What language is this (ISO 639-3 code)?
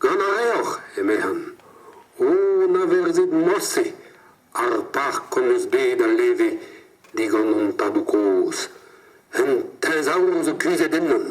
bre